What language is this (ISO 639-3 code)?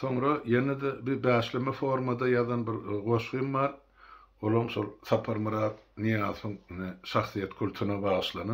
tuk